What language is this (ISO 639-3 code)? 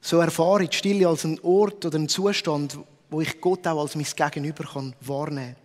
gsw